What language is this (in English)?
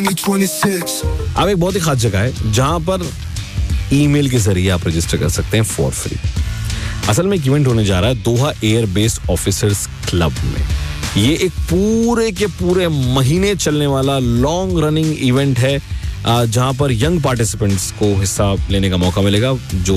Hindi